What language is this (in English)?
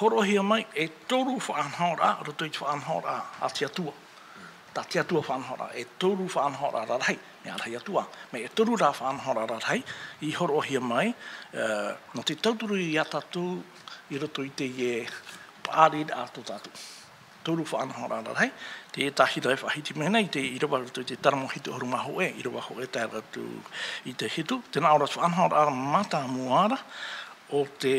Tahitian